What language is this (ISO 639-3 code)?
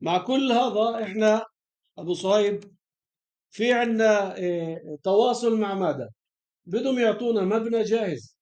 apc